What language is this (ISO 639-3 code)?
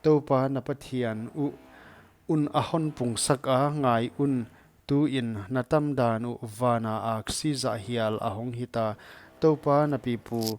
pck